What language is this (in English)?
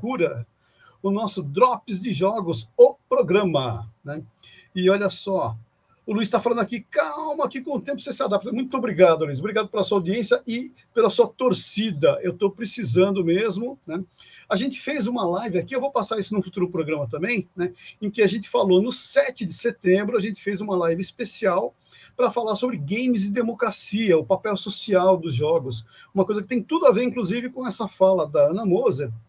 Portuguese